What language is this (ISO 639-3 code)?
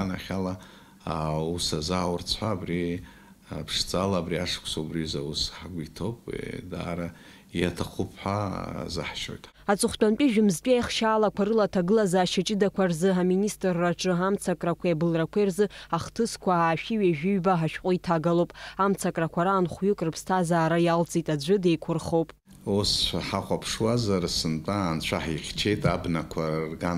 abk